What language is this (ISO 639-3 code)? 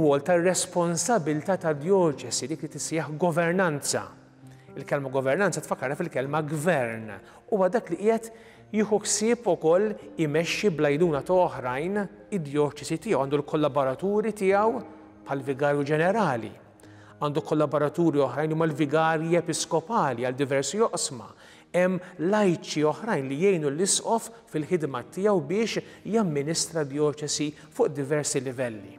mlt